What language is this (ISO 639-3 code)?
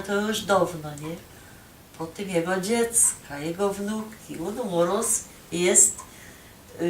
szl